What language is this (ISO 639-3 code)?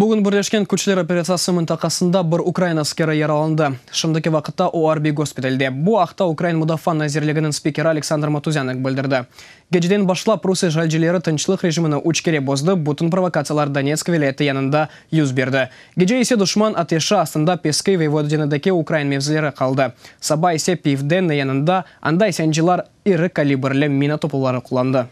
crh